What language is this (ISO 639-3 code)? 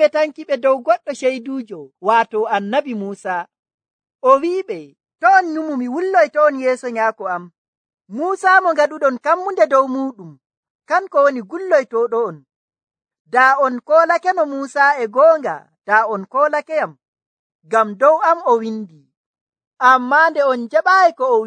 fuv